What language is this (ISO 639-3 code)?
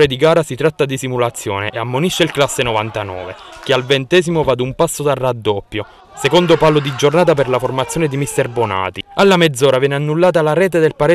ita